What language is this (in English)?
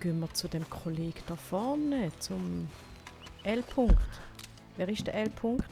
Swiss German